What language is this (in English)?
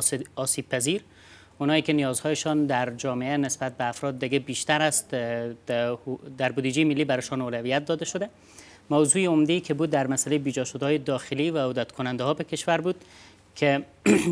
Persian